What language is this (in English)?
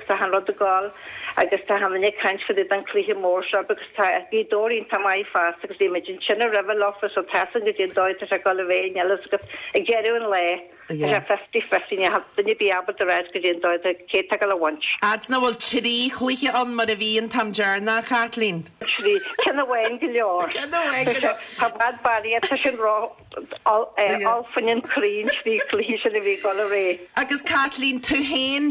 Irish